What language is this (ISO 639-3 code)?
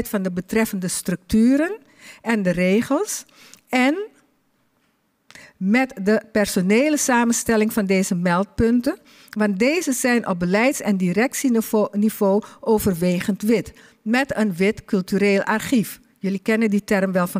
nld